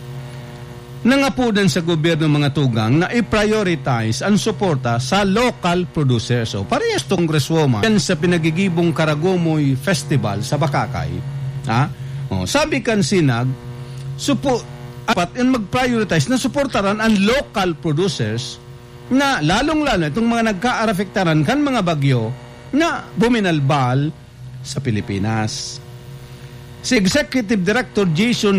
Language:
Bikol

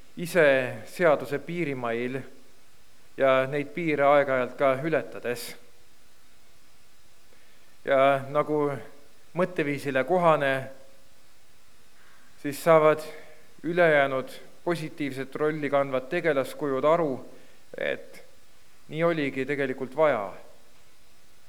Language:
Estonian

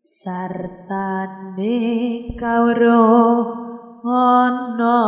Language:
Javanese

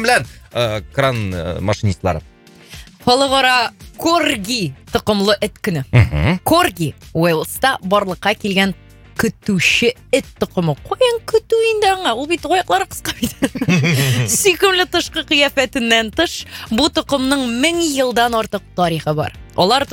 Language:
Tatar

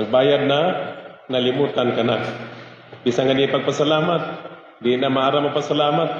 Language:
Waray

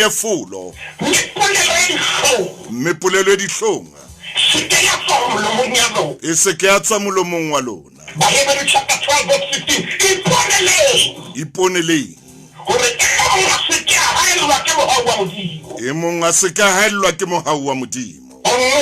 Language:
Southern Sotho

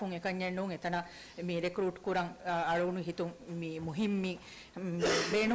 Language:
Divehi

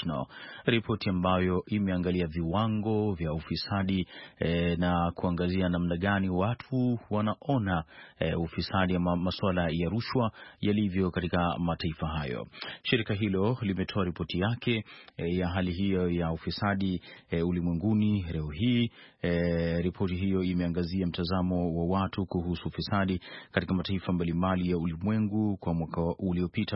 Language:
Swahili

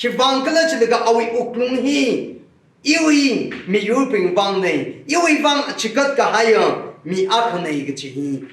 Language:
Tangkhul Naga (India)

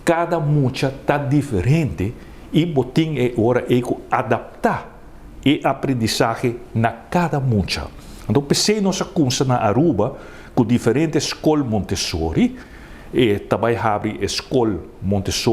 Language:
Papiamento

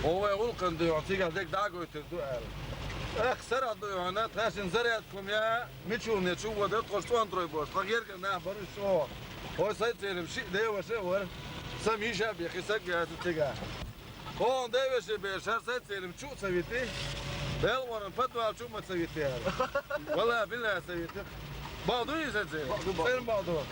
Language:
Chechen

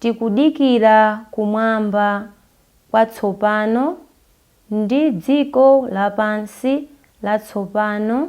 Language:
Nyanja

